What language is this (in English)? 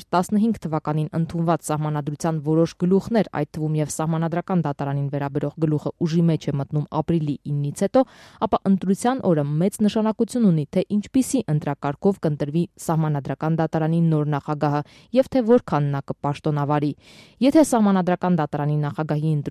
Armenian